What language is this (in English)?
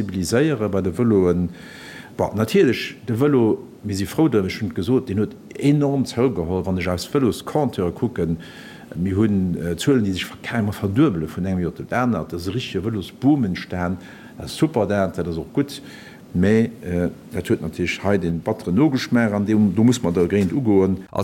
Luxembourgish